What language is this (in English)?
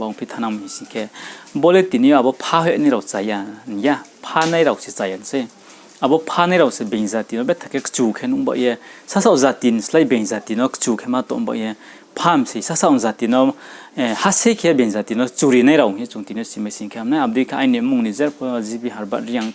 Riang (India)